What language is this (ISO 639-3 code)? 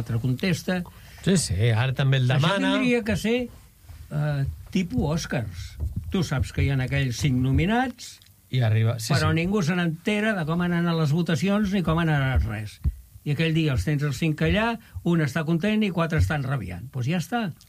cat